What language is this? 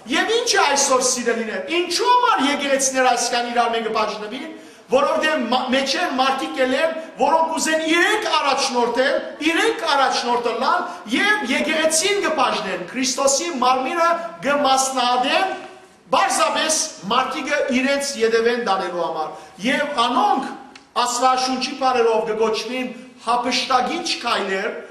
Western Armenian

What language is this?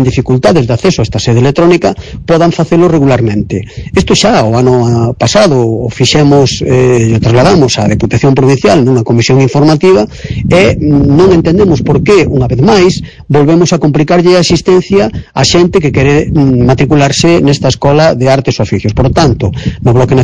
Galician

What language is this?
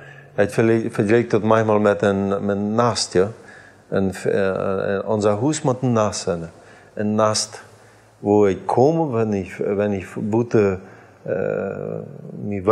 Plautdietsch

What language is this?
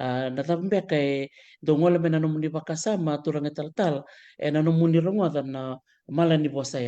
Fijian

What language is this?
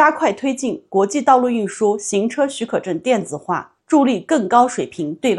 Chinese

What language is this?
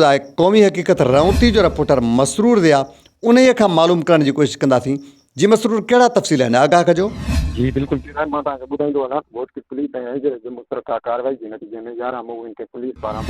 Sindhi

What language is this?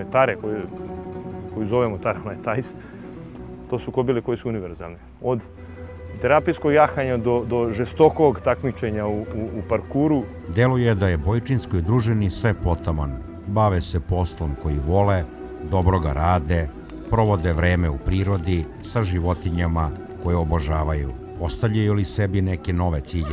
Serbian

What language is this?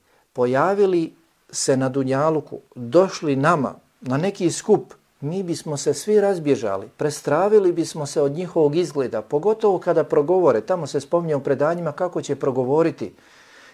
Bosnian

